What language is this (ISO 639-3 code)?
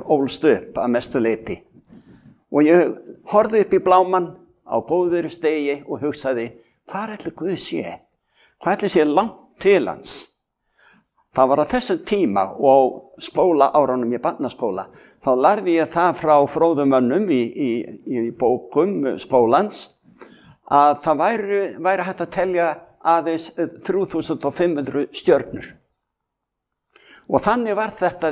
isl